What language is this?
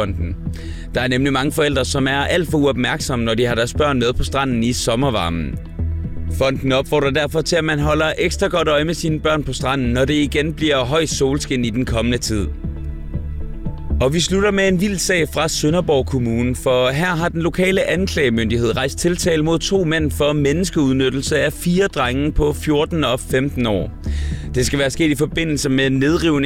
Danish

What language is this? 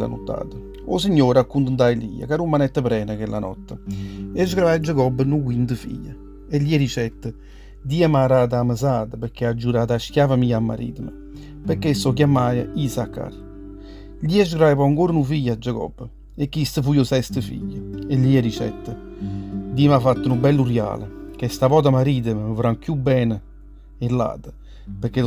Neapolitan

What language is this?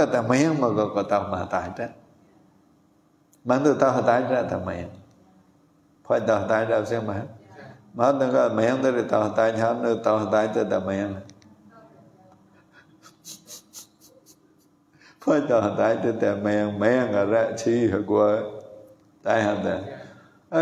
Vietnamese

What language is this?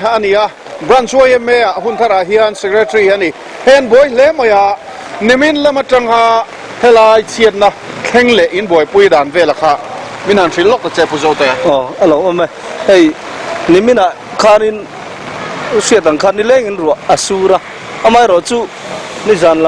Mizo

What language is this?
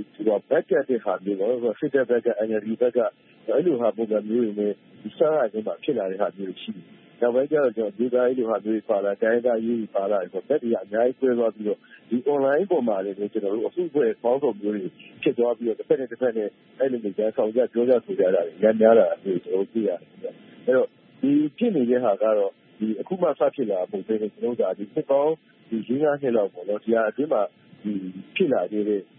Burmese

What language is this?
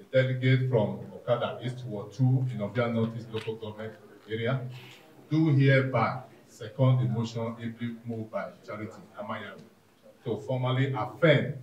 Nigerian Pidgin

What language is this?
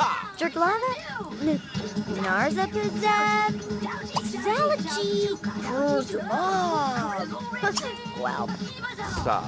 Bavarian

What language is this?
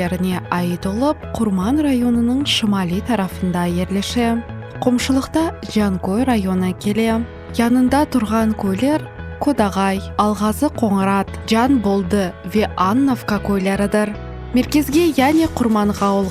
Crimean Tatar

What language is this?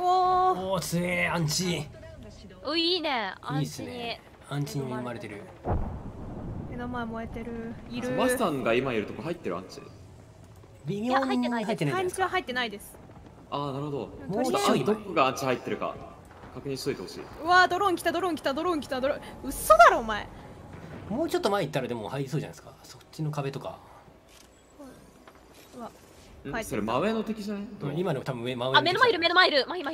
Japanese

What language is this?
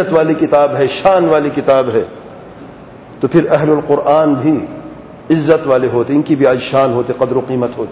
Urdu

